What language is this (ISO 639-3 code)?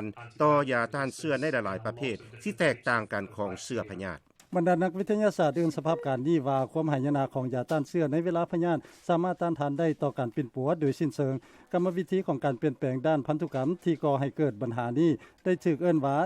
lao